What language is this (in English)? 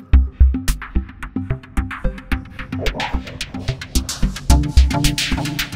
Swedish